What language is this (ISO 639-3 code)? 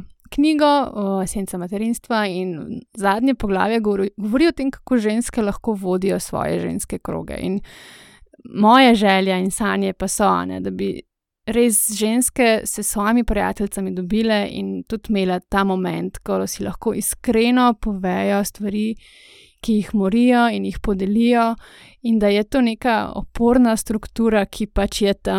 slv